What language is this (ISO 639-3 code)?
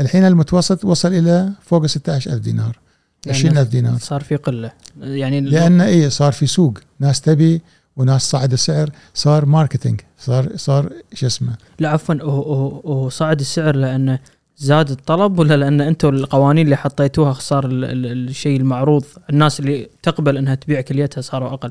afb